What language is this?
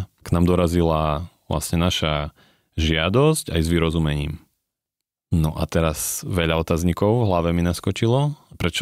Slovak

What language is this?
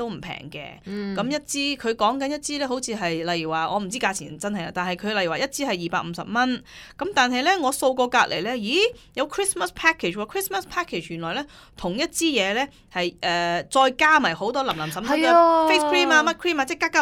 Cantonese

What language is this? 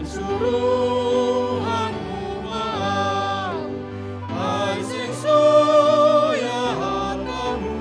Batak Simalungun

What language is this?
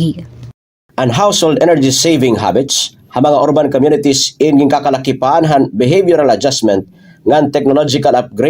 Waray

